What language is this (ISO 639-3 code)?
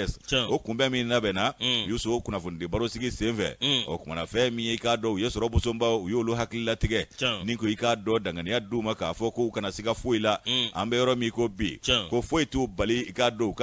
bam